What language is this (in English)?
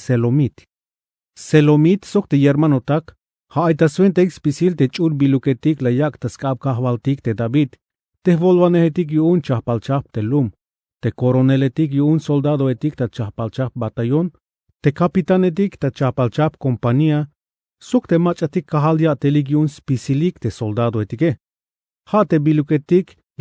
Tzeltal